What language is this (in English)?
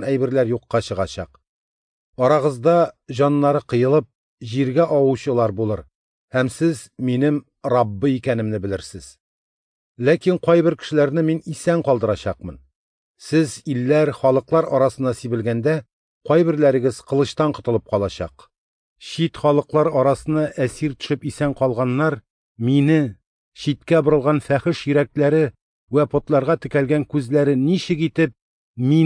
Tatar